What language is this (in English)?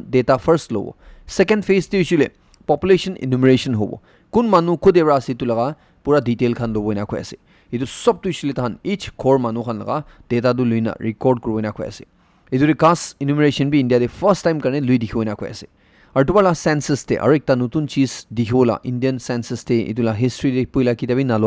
Naga Pidgin